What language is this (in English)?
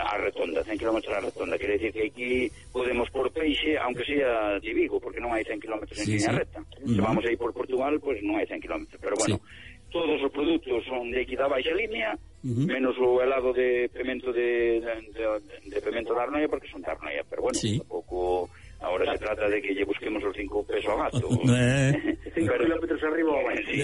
Galician